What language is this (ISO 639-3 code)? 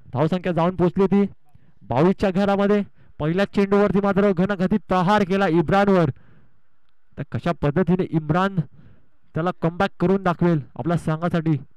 mar